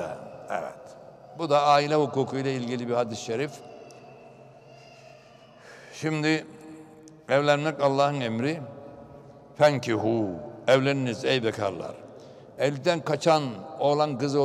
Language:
Turkish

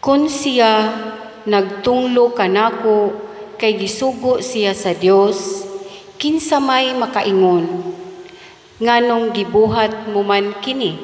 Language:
Cebuano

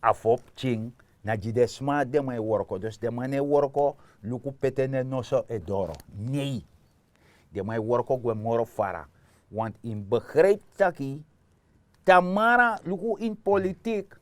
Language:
Sranan Tongo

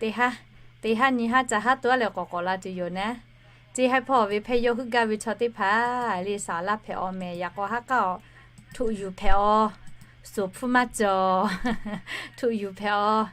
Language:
Lahu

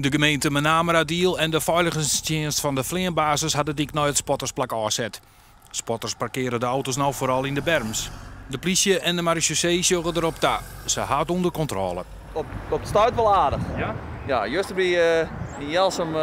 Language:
Western Frisian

